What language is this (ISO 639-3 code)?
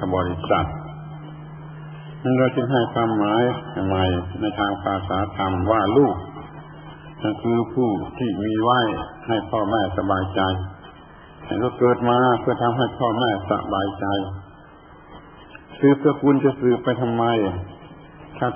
tha